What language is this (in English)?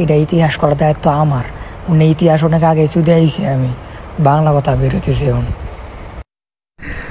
Bangla